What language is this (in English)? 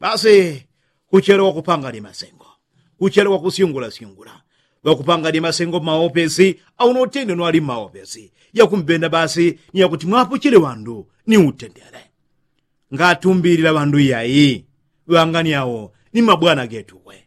Yao